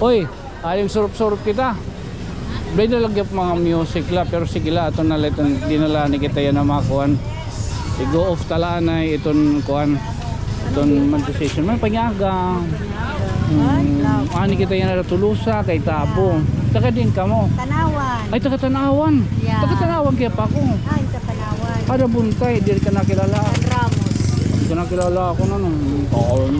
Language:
Waray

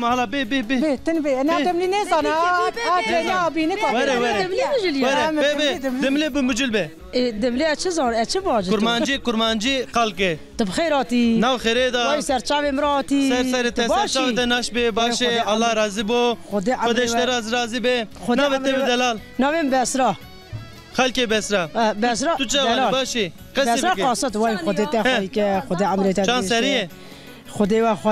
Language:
Zaza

